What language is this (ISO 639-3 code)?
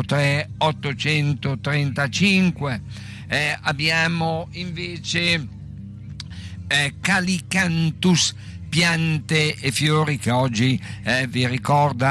ita